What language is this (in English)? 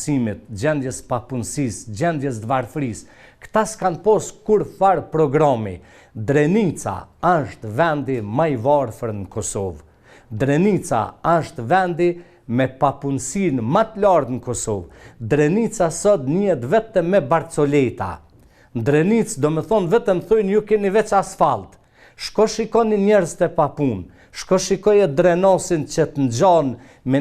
Albanian